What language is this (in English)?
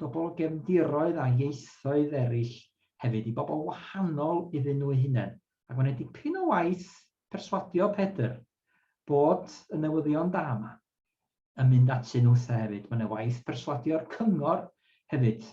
Welsh